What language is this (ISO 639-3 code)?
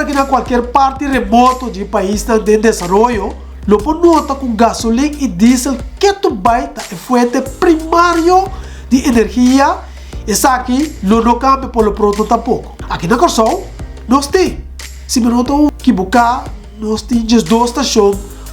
pap